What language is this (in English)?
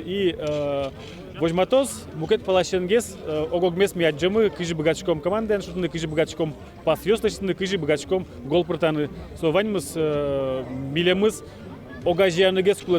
Udmurt